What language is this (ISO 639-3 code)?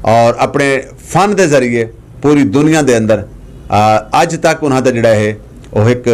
lah